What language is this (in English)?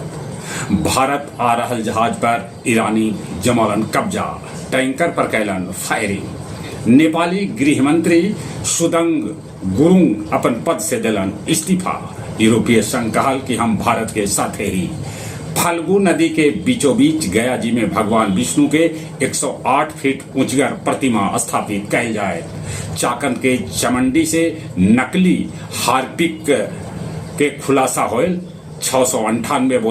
Magahi